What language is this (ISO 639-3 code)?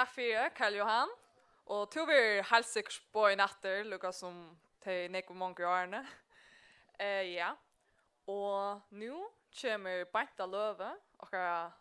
fao